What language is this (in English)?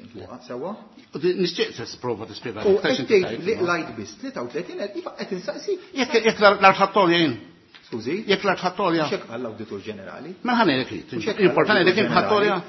Maltese